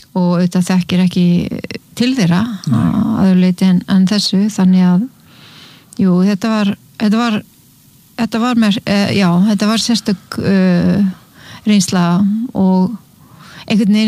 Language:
Icelandic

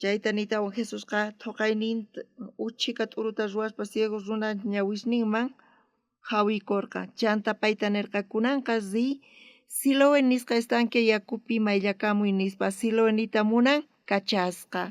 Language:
South Bolivian Quechua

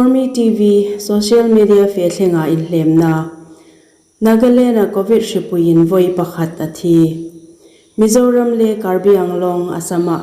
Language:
Hmar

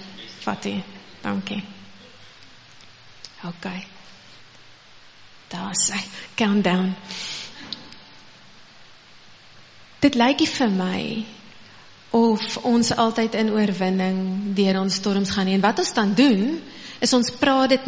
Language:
Afrikaans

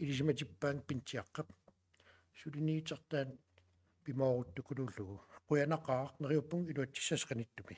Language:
Kalaallisut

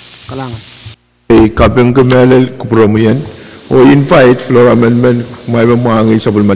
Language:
Pohnpeian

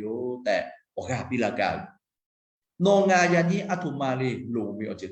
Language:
Lahu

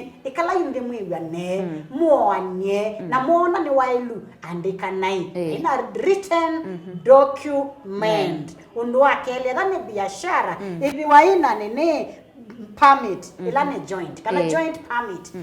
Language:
Kamba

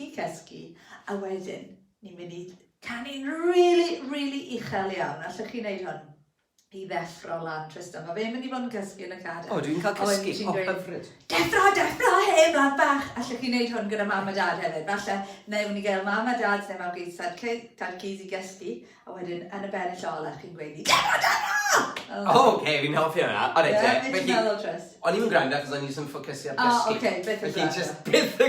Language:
Welsh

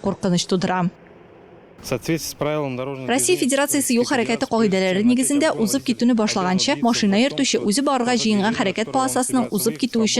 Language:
Tatar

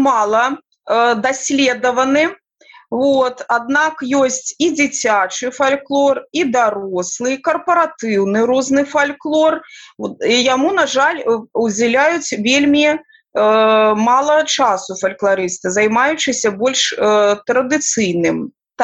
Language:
Belarusian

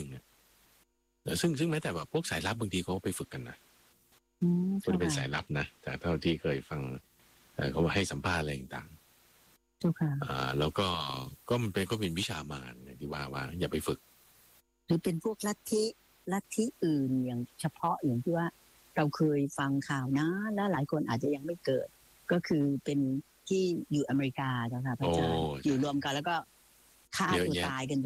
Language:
Thai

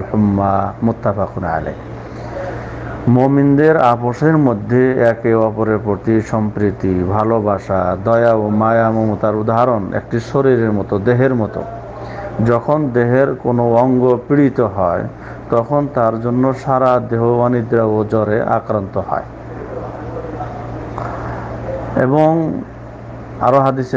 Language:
Bangla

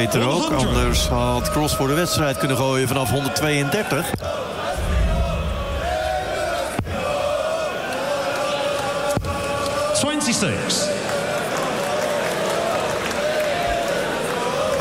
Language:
Dutch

